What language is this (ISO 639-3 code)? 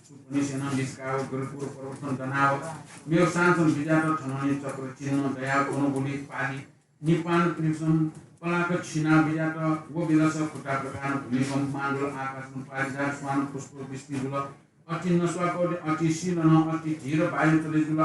new